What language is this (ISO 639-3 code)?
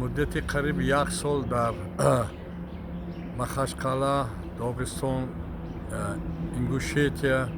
tgk